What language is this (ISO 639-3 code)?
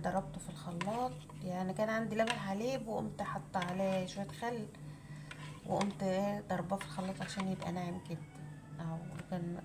arz